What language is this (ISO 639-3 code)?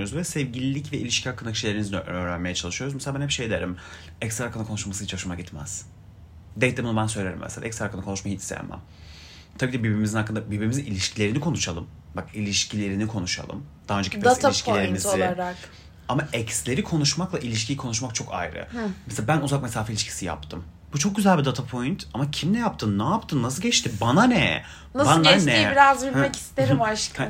tur